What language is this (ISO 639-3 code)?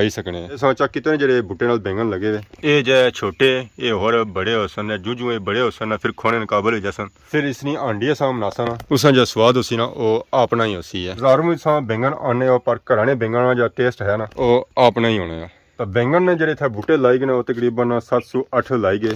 phr